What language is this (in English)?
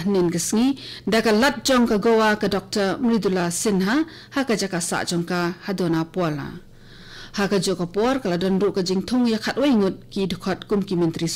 Khasi